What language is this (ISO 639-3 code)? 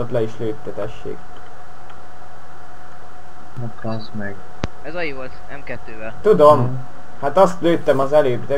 hun